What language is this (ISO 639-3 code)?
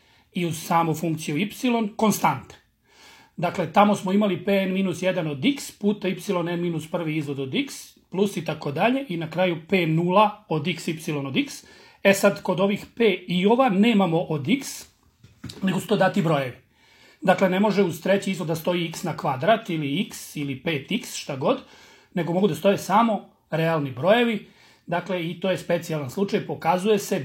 srp